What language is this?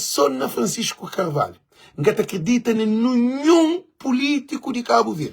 Kabuverdianu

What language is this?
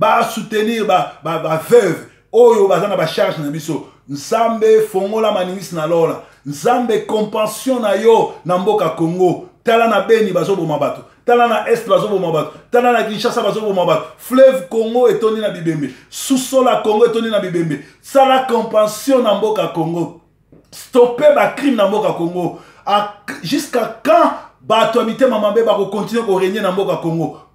Lingala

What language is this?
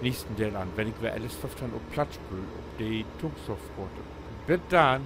Low German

